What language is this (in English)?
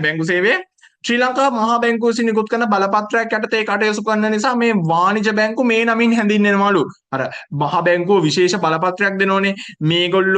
Sinhala